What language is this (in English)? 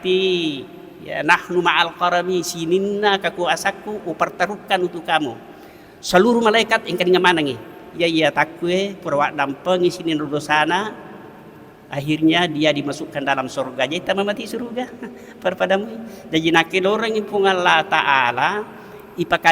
Buginese